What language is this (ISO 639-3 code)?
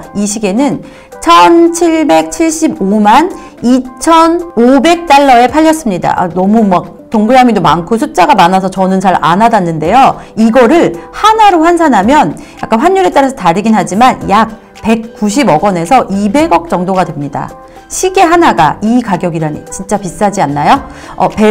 kor